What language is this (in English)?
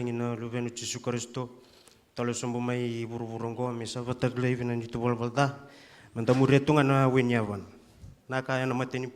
Fijian